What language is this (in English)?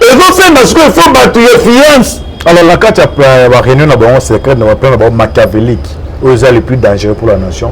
Lingala